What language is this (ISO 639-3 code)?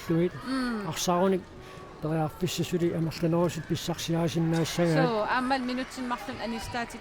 kal